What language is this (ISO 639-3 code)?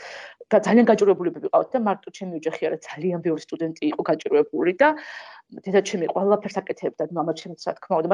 kat